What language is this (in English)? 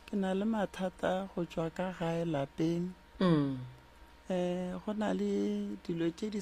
Northern Sotho